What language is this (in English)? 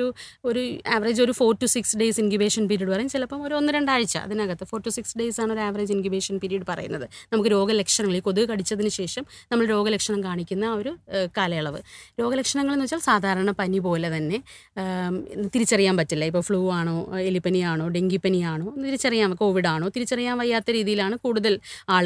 Malayalam